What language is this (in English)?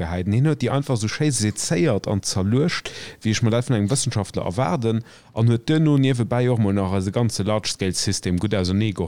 Luxembourgish